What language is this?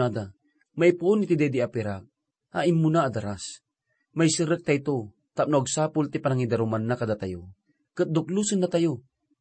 Iloko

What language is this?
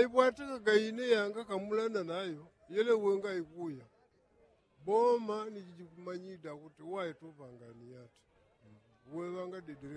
Yao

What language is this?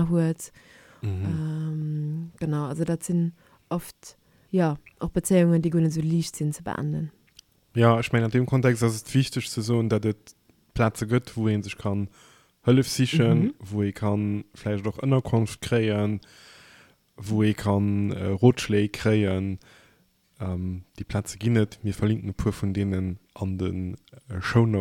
Luxembourgish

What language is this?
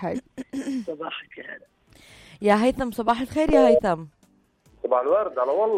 North Levantine Arabic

